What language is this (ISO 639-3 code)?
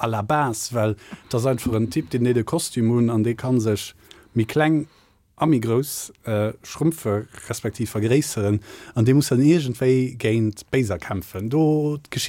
ltz